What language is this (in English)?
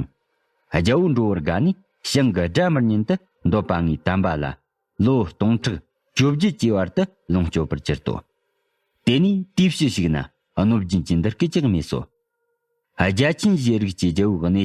Tibetan